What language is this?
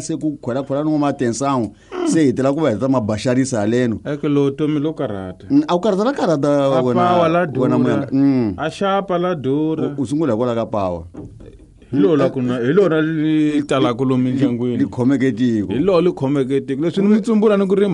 Tsonga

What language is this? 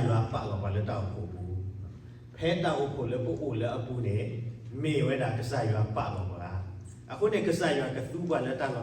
S'gaw Karen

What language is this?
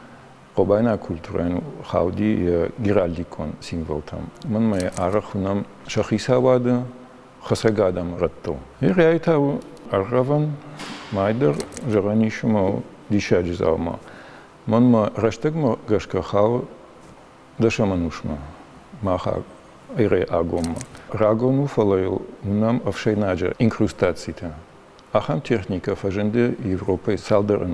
Ossetic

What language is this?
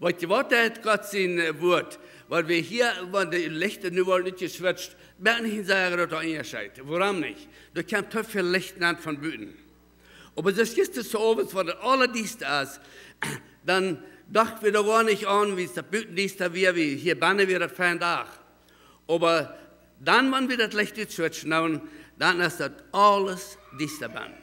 Plautdietsch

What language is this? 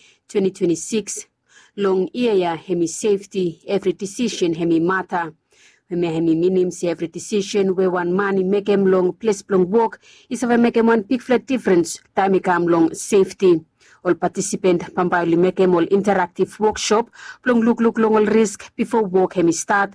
Bislama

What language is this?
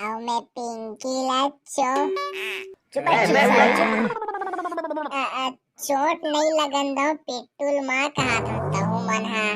Chhattisgarhi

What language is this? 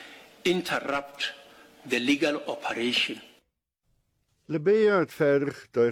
Afrikaans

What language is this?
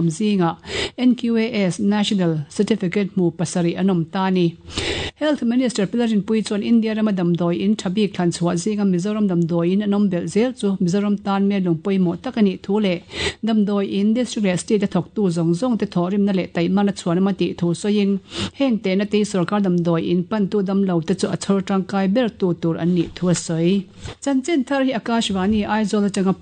Mizo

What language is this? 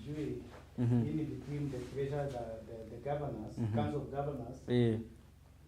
Meru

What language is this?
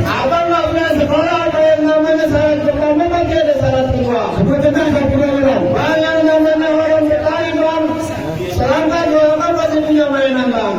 Betawi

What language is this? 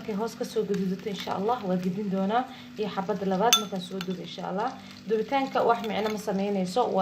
Somali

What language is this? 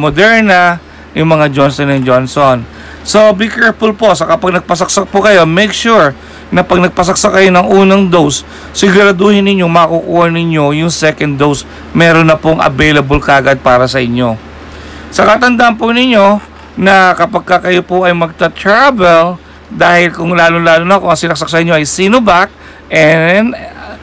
Filipino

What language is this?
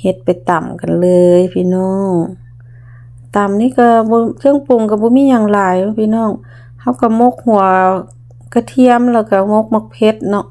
Lao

